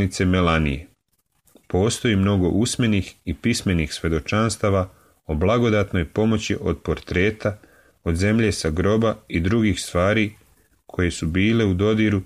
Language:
Serbian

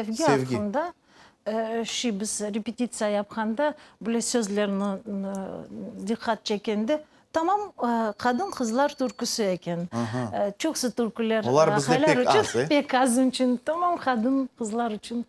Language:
Crimean Tatar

